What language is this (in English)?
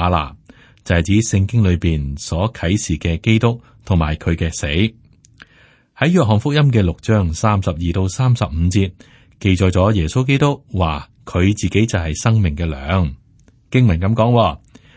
Cantonese